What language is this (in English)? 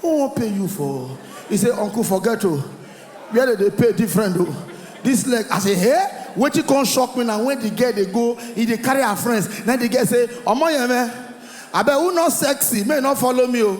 Nigerian Pidgin